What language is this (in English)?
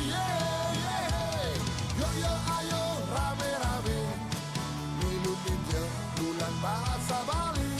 Balinese